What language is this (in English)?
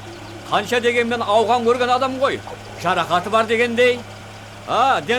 Kazakh